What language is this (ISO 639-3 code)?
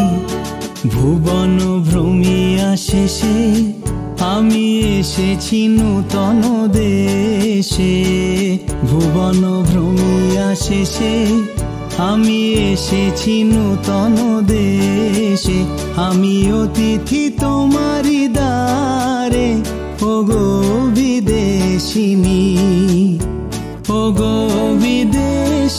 ben